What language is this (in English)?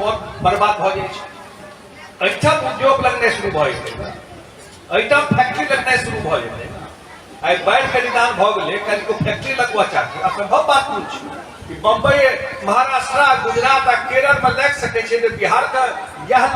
Maithili